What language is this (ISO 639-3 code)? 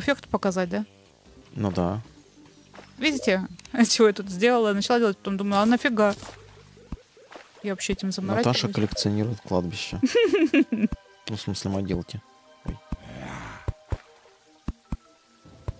rus